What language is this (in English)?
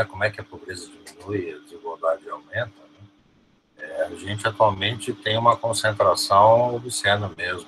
Portuguese